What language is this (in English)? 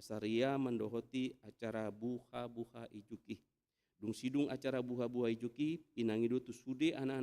Batak Toba